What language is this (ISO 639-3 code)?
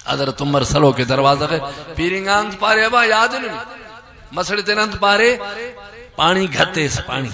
brh